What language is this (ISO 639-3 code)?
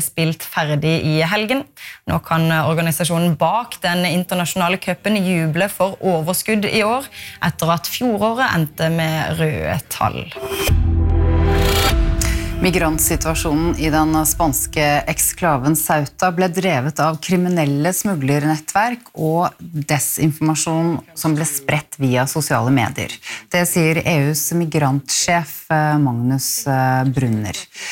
nor